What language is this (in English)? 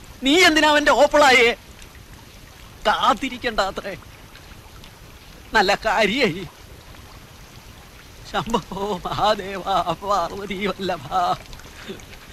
Malayalam